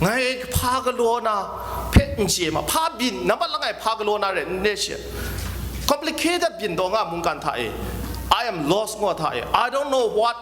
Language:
Kachin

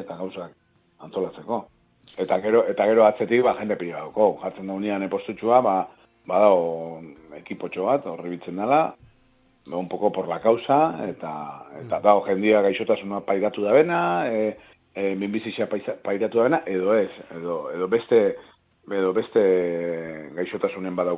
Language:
Basque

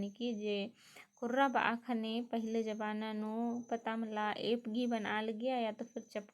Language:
Kurukh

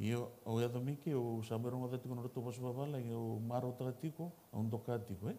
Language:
Fijian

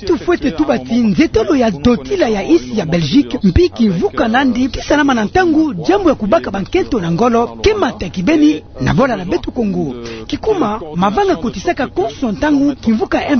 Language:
Kituba (Democratic Republic of Congo)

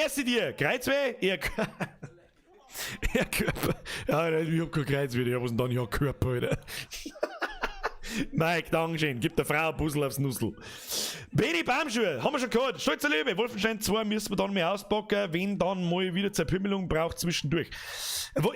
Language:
Bavarian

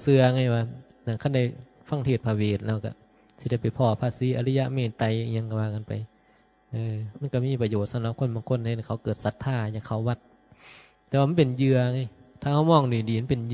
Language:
Northeastern Thai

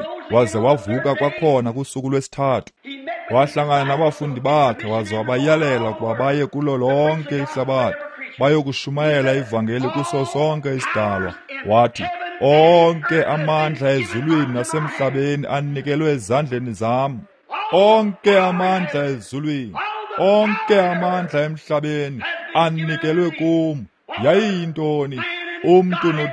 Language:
Xhosa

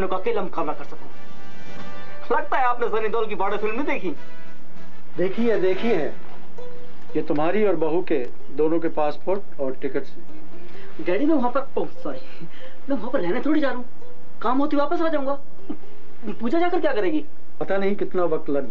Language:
Hindi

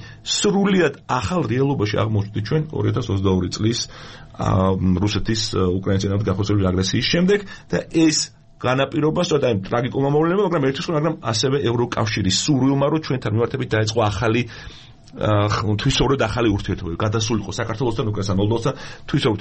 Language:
Georgian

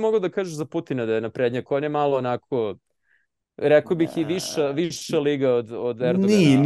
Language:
Serbian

